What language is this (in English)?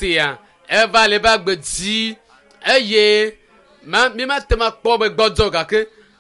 Ewe